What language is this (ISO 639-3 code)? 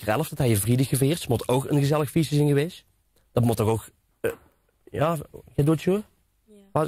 lim